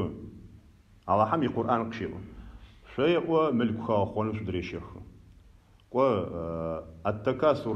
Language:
Adyghe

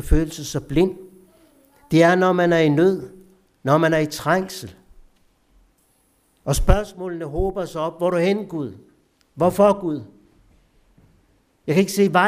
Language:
Danish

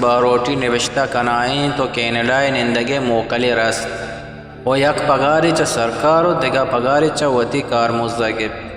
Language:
Eastern Balochi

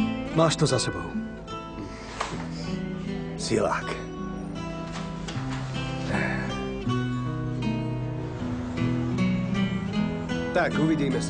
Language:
Slovak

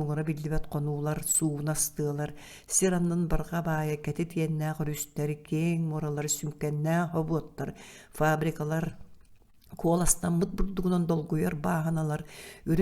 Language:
Yakut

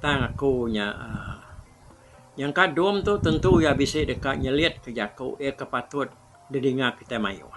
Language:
Iban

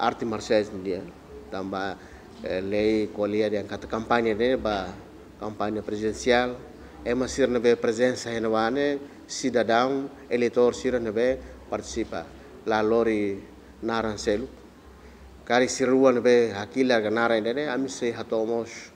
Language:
Tetum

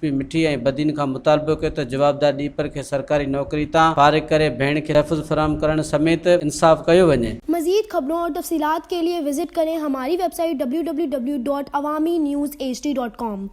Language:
Sindhi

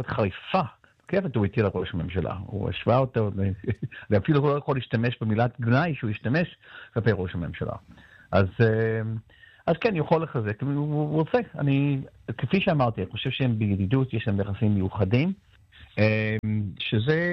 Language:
Hebrew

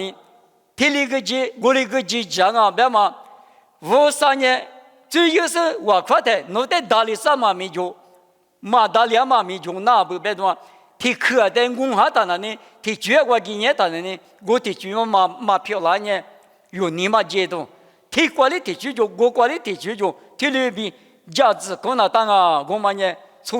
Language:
Lisu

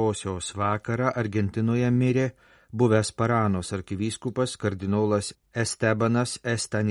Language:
Lithuanian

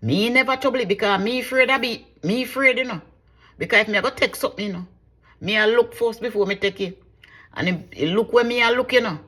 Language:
Jamaican Creole English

